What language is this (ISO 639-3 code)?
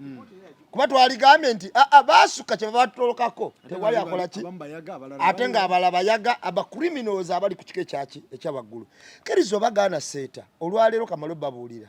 lug